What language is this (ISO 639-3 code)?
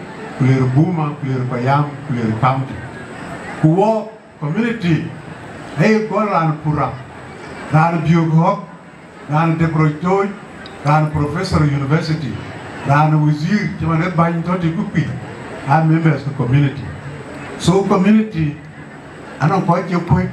din